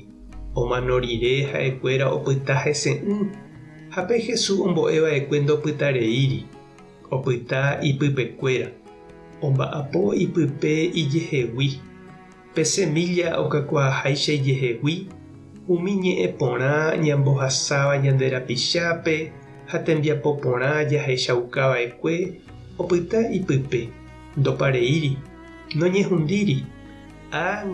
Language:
Guarani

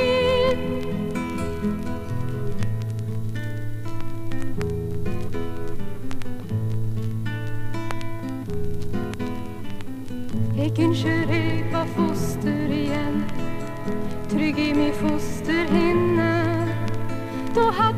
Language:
Norwegian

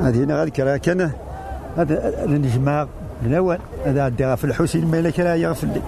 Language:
Kabyle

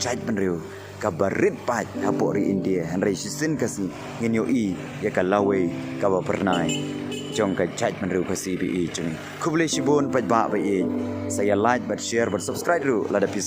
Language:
Khasi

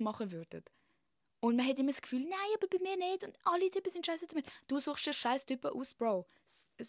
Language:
Swiss German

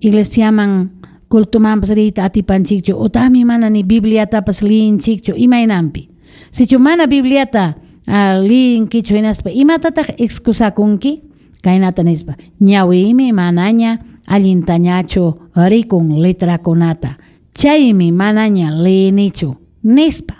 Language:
Ayacucho Quechua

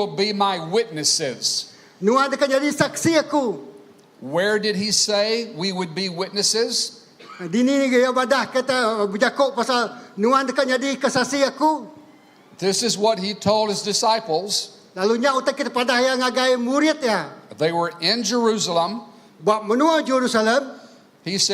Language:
Iban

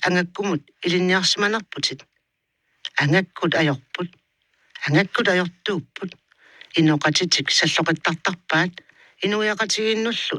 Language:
Kalaallisut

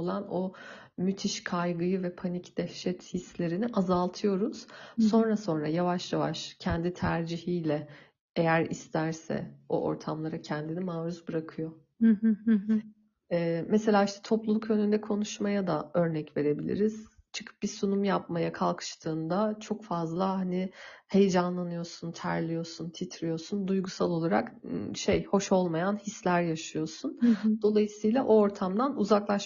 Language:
Turkish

